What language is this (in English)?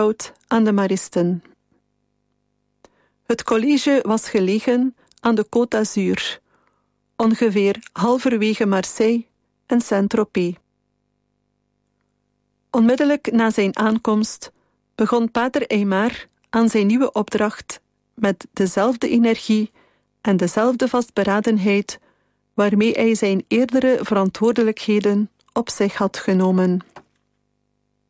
Dutch